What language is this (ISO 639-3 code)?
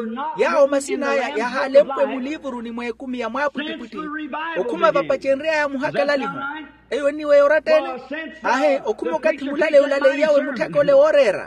vmw